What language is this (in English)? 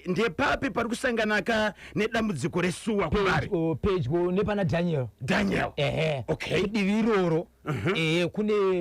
Shona